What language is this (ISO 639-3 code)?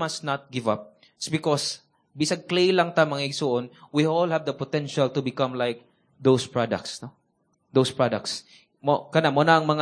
ceb